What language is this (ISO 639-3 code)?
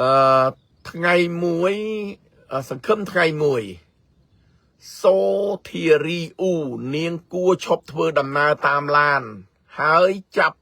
khm